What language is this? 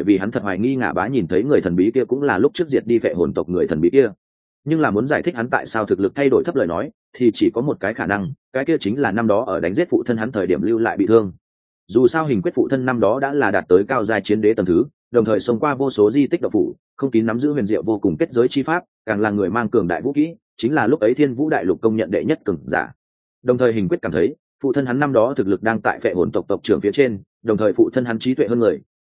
Vietnamese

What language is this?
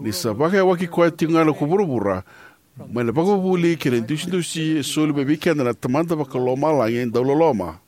Fijian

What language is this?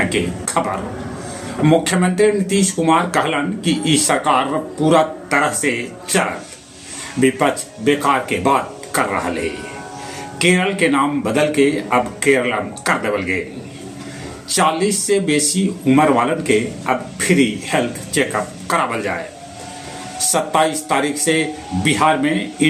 Magahi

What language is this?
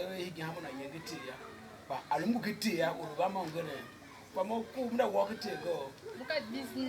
Tiv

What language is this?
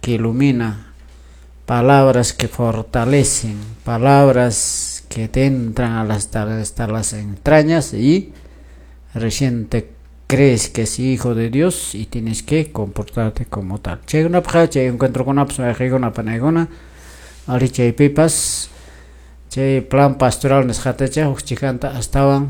Quechua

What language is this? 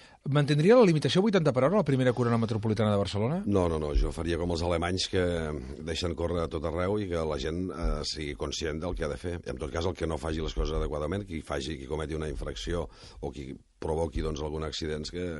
Catalan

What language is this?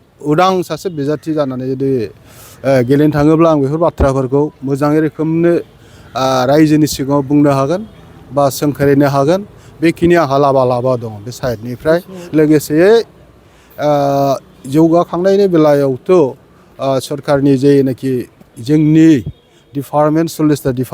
Bodo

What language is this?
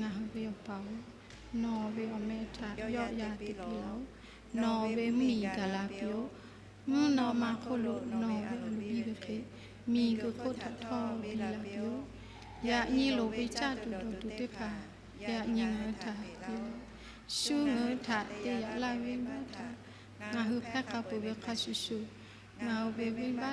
Lahu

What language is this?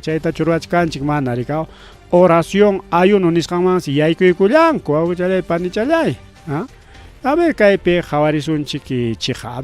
Ayacucho Quechua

